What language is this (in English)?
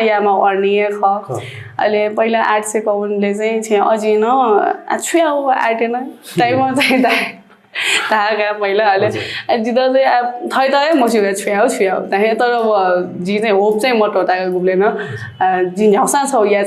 Newari